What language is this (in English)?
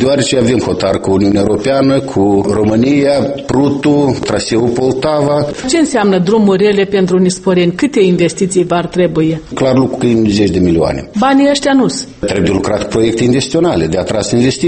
Romanian